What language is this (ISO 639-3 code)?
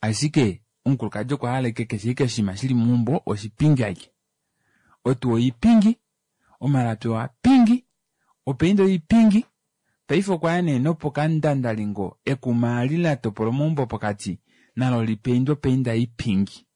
kua